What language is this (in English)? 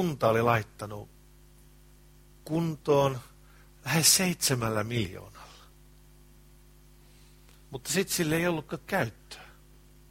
Finnish